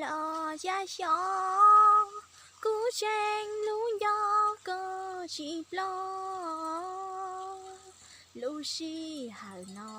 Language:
Hmong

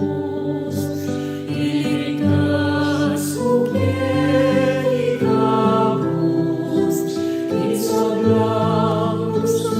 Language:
Pampanga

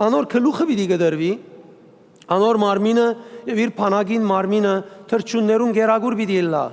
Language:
Western Armenian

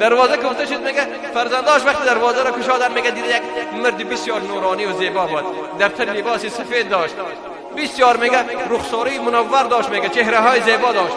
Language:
Persian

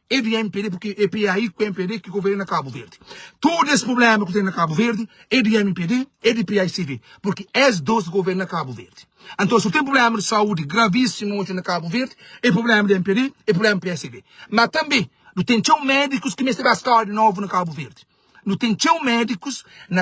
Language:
Kabuverdianu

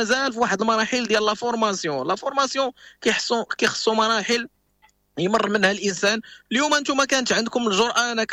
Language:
Moroccan Arabic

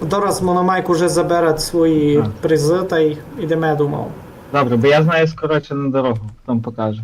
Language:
Rusyn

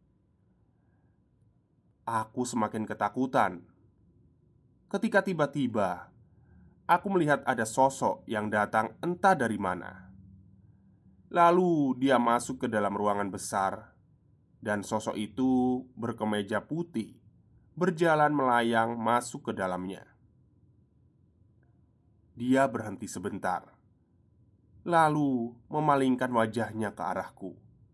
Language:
Indonesian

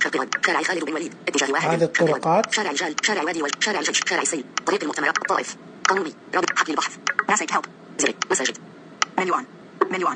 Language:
Najdi Arabic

